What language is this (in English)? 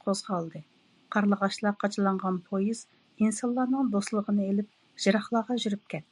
Uyghur